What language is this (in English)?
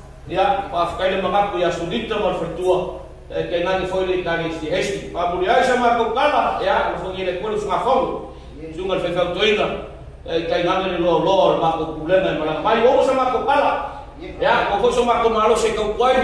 Samoan